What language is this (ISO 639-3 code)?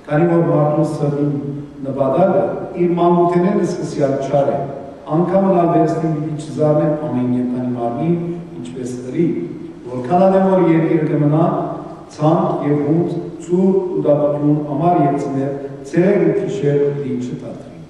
hyw